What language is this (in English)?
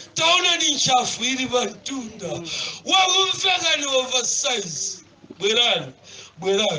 Nyanja